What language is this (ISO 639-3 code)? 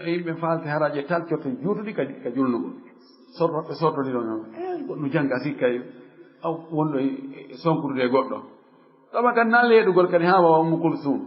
ful